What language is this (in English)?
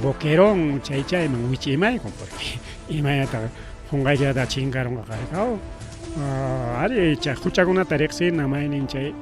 Ayacucho Quechua